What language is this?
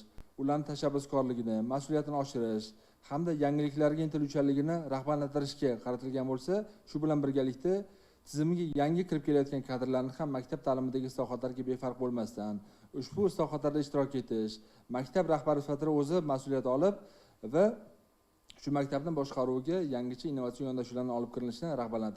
Uzbek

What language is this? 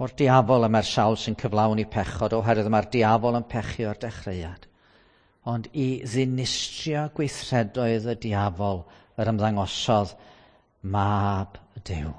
Welsh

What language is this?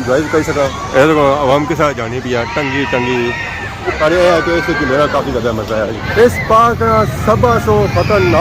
Pahari-Potwari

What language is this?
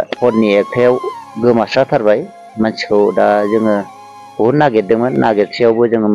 Bodo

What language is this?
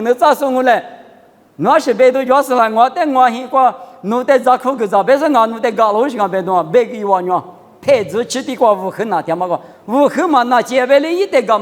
Lisu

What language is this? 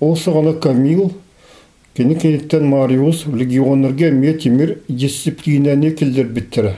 Yakut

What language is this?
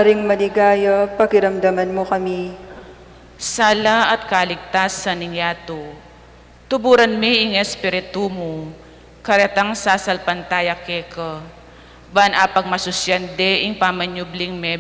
Pampanga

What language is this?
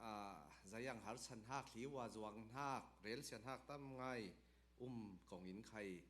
Falam Chin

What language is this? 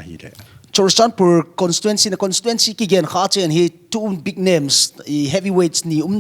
Paite Chin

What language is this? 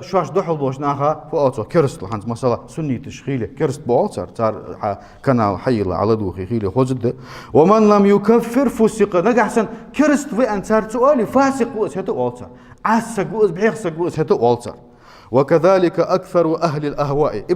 Ingush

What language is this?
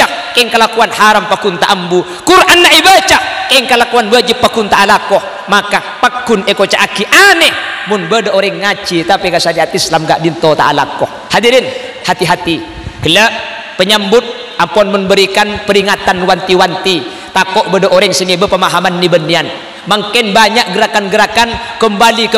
Madurese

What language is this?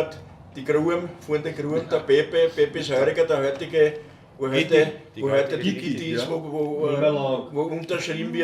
Bavarian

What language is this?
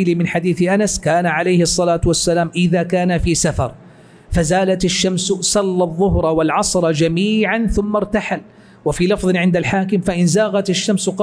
Arabic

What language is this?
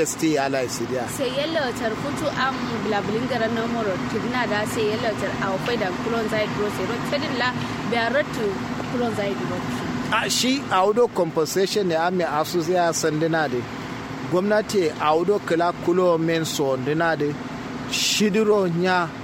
Kanuri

